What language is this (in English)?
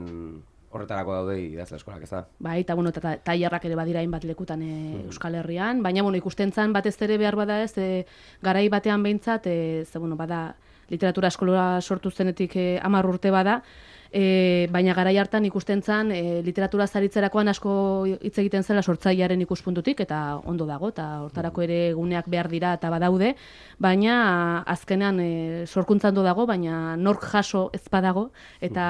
Basque